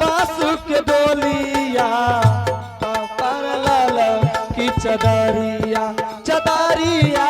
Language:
Maithili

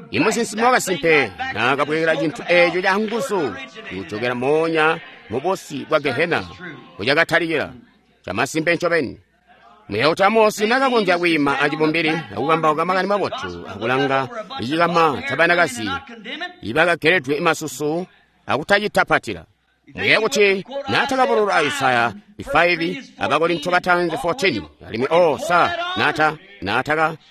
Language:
Tonga (Zambia)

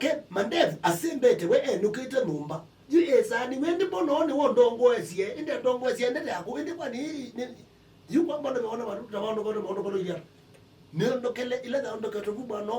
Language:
Kamba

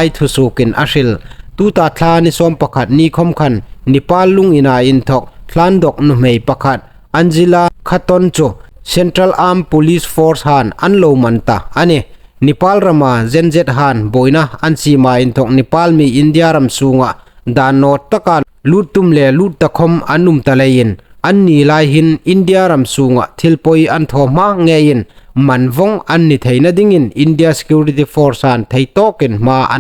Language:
Hmar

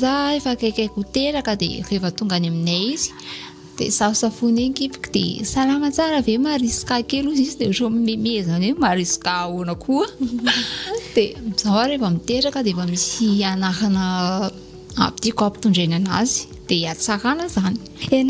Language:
Malagasy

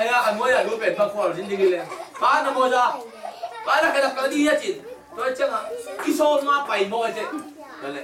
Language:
Tedim Chin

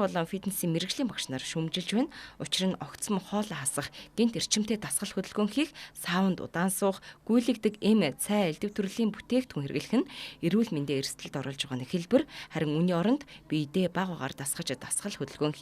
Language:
Mongolian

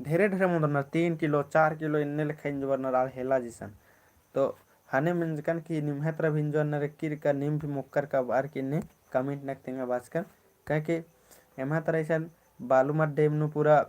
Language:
Kurukh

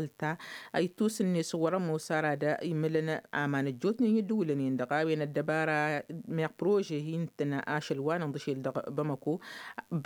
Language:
Tamasheq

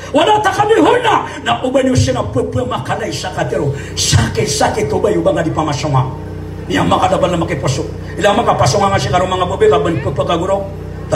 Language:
Maranao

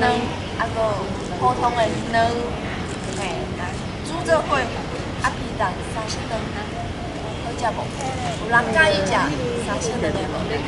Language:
Min Nan Chinese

